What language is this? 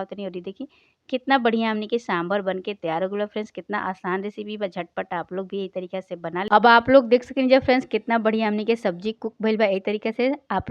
Bhojpuri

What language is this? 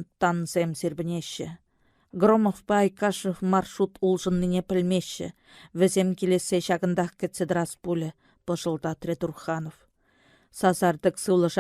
Chuvash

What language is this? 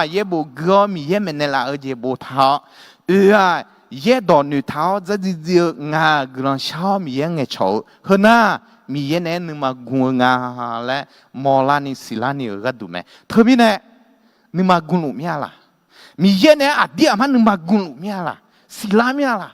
Akha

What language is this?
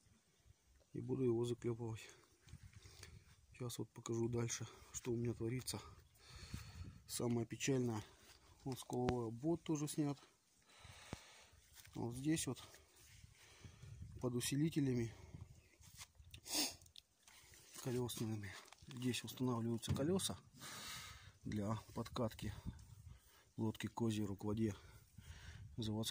Russian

